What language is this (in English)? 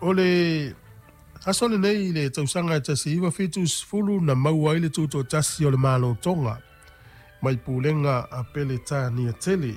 Samoan